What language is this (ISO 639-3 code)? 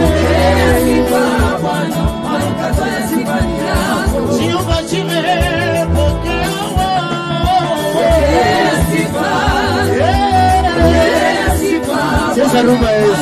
swa